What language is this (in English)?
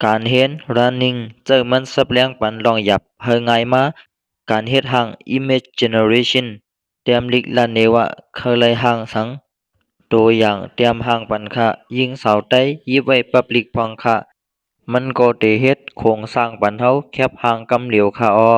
Shan